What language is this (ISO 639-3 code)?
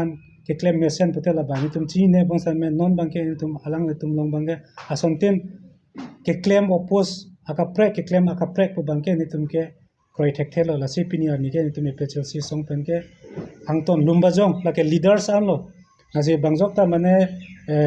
mjw